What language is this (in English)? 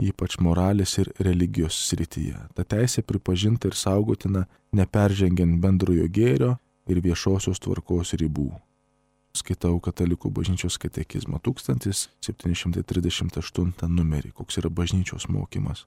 Lithuanian